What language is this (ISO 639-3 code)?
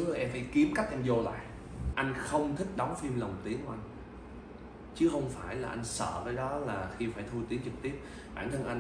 vie